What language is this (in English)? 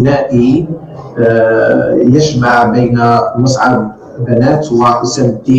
Arabic